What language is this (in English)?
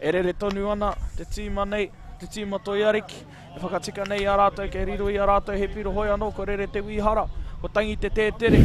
Māori